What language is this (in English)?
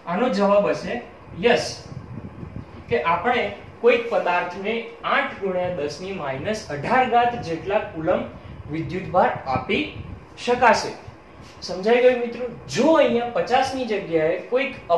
Gujarati